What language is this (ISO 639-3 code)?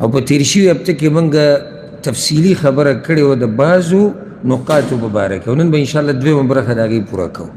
pus